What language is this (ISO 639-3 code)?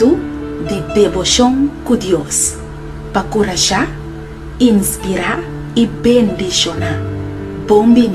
pap